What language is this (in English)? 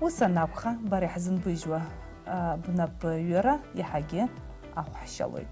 Abkhazian